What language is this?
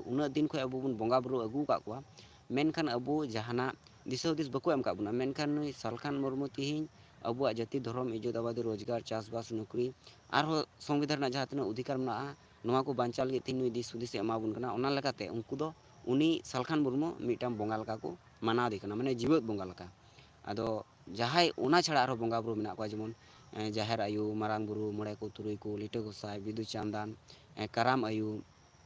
Santali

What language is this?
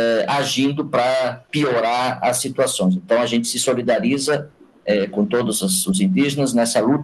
Portuguese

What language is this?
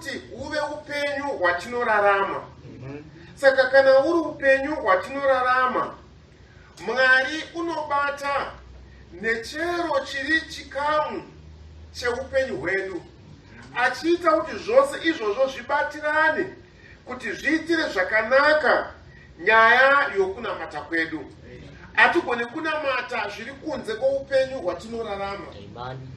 Shona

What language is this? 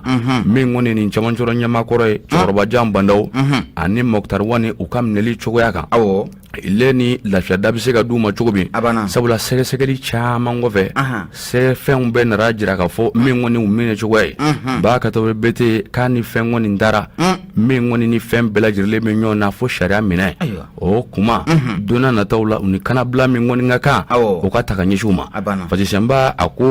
Bambara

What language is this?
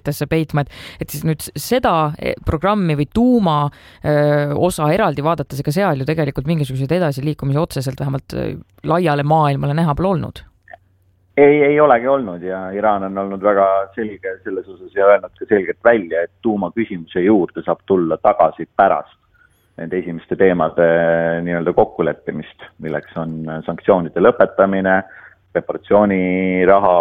Estonian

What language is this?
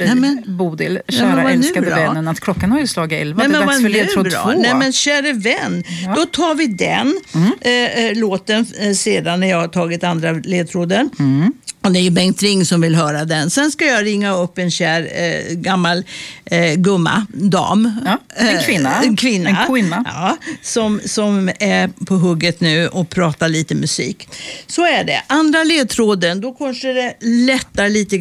Swedish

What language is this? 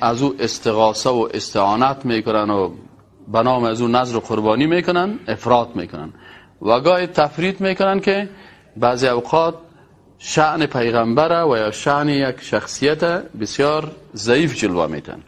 Persian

